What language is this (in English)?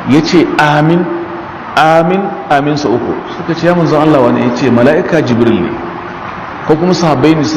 Hausa